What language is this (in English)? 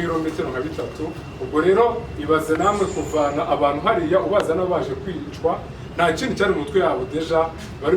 Kinyarwanda